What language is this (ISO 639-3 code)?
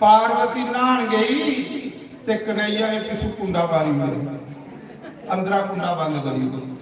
doi